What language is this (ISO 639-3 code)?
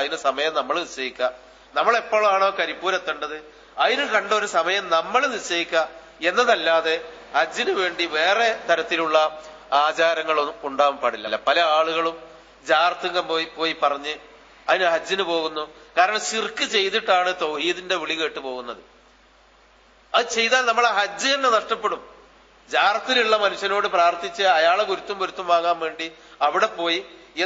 mal